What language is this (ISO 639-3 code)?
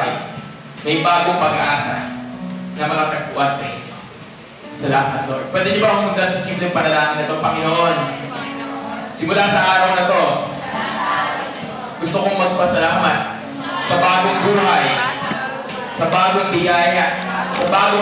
fil